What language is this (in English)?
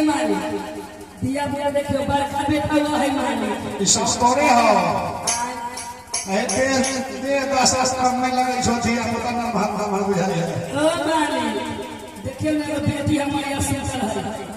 Maithili